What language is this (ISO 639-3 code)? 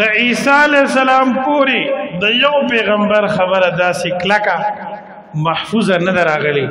pus